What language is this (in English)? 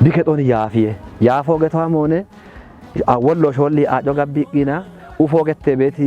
Kafa